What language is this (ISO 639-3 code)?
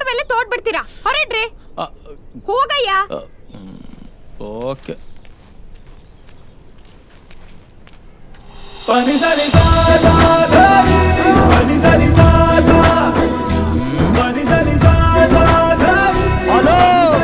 kan